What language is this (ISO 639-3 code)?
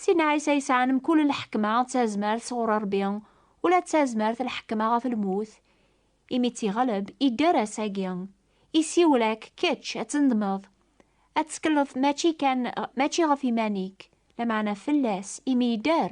kab